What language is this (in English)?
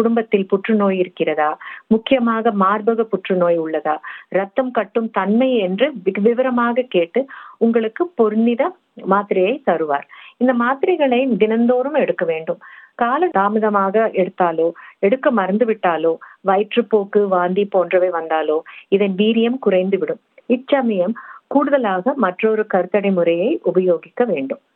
Tamil